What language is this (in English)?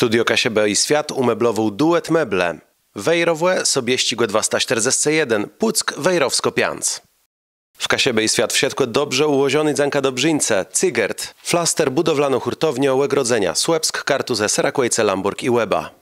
Kashubian